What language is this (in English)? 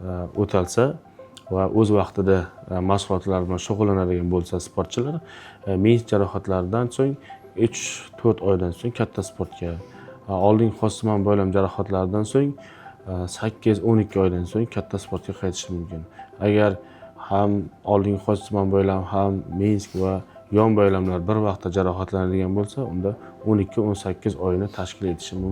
Uzbek